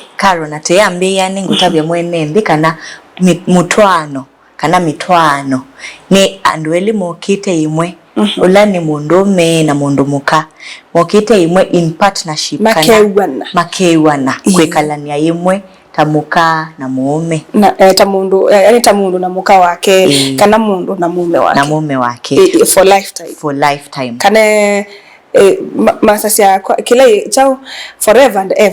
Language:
Kamba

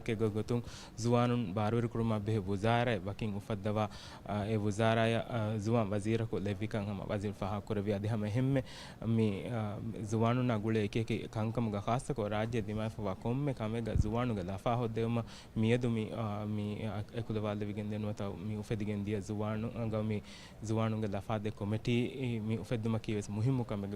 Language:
Divehi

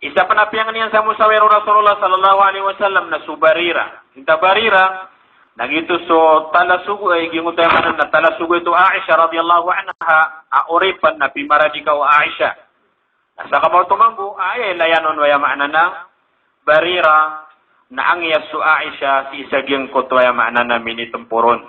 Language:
Maranao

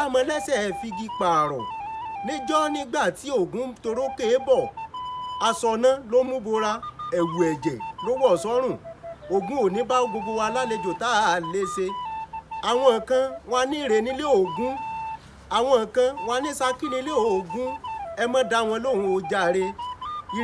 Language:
Yoruba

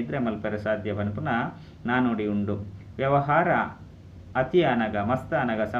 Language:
Tulu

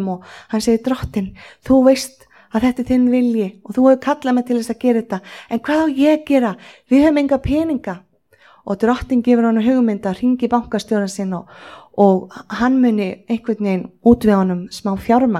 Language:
Icelandic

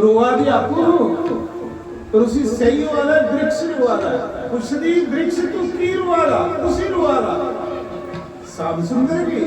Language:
Dogri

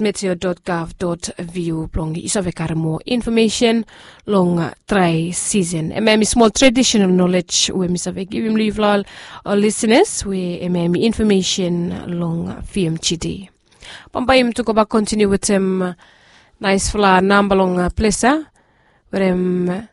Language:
Bislama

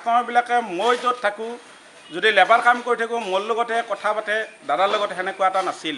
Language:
Assamese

